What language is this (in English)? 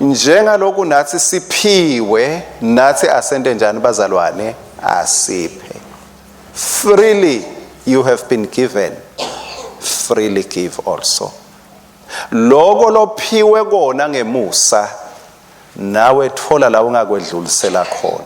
Swati